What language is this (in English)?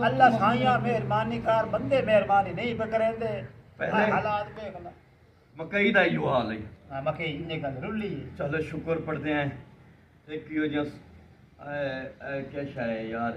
Saraiki